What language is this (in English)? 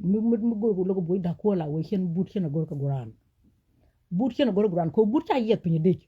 Nuer